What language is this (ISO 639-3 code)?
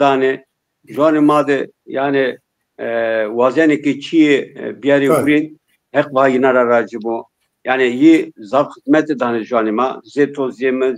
zza